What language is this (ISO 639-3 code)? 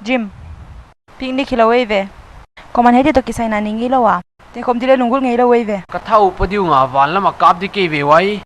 pck